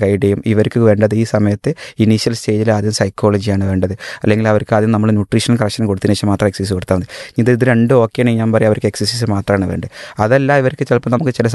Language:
Malayalam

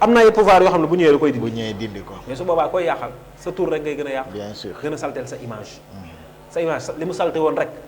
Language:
Wolof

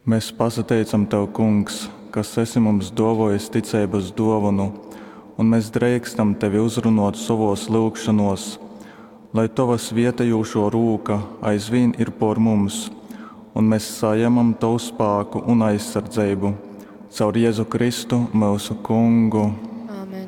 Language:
Latgalian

